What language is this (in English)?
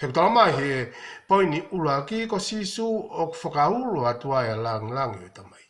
Tongan